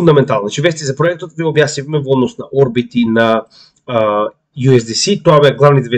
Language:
Macedonian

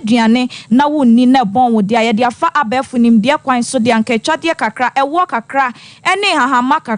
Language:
Akan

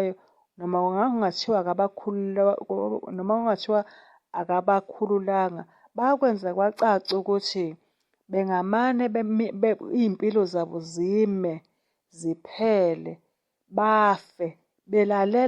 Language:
Zulu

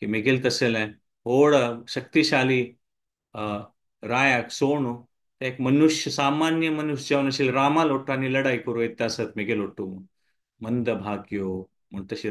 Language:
Konkani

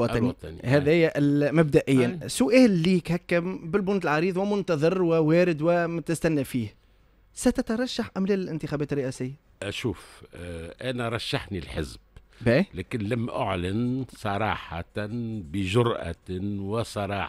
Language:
Tunisian Arabic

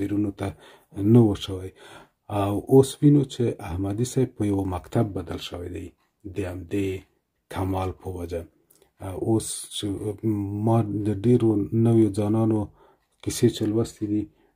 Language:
Pashto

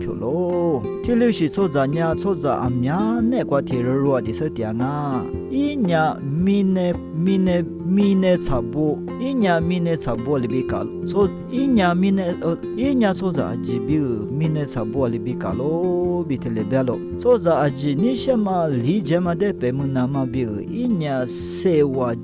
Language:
Lisu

